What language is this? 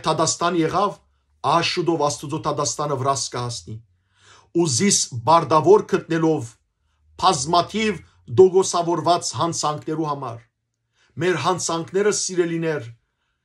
Western Armenian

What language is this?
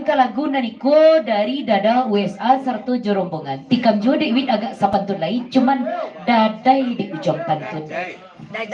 Minangkabau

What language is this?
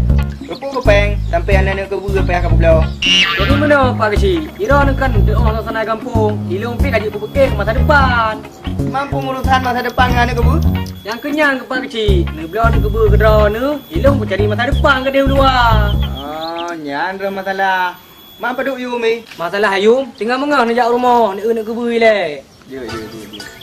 Achinese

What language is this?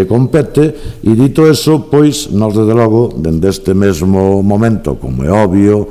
Galician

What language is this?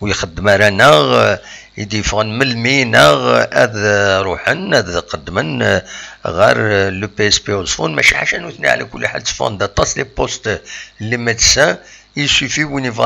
Kabyle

